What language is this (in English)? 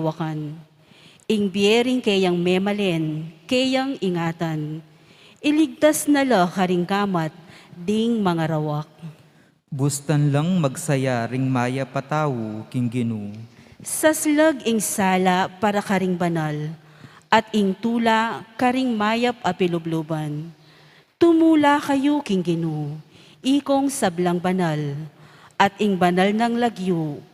Pampanga